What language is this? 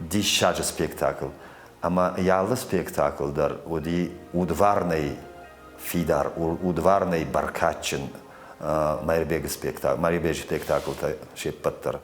Ossetic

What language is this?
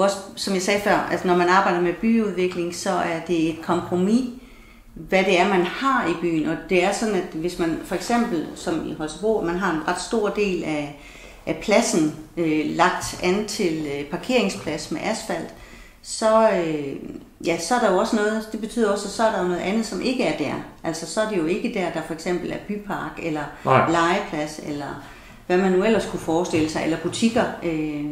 Danish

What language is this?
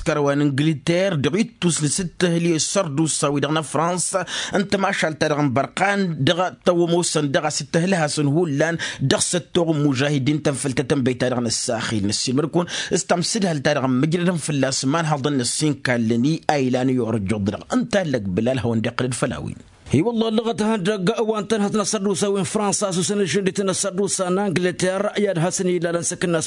Tamasheq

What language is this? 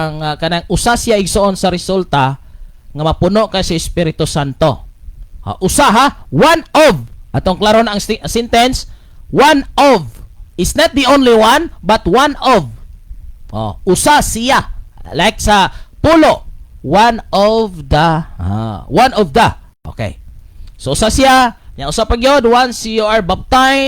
Cebuano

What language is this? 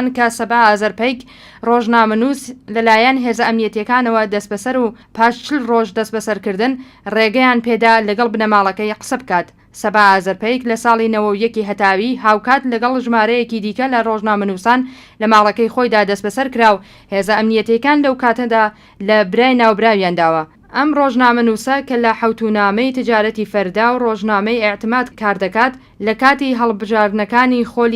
Central Kurdish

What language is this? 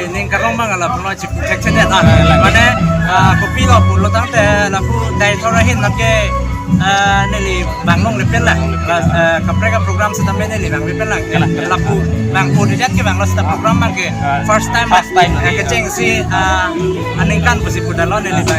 Karbi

